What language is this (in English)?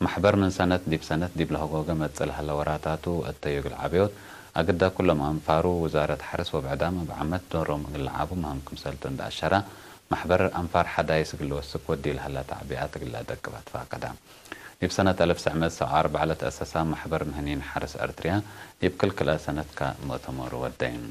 Tigre